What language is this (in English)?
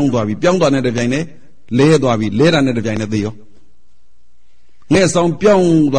Burmese